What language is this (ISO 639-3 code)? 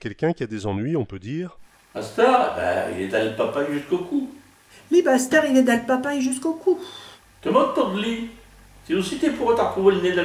pcd